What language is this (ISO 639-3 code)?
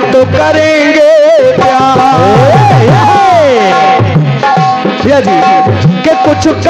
hin